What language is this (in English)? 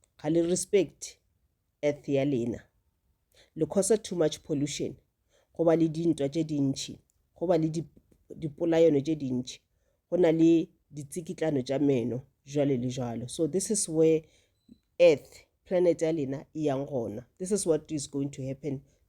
Northern Sotho